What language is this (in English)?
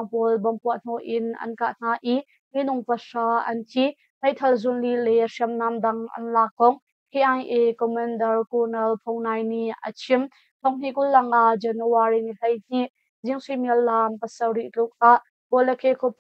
Hakha Chin